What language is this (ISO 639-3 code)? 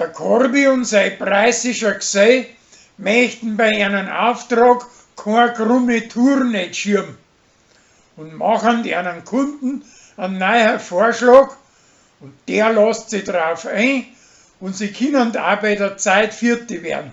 bar